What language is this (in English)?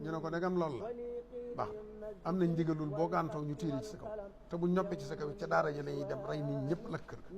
Wolof